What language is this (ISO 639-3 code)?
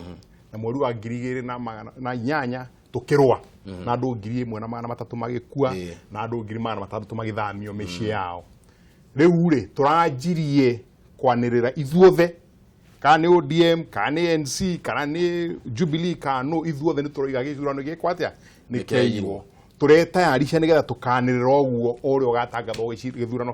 kik